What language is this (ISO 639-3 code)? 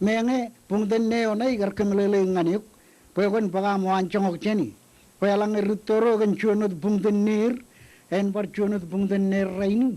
mah